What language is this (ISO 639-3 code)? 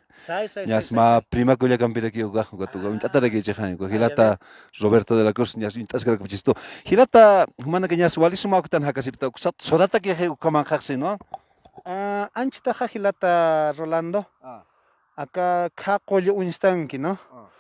aym